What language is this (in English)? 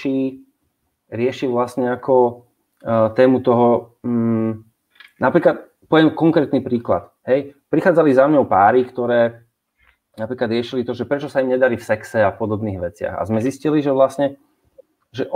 Slovak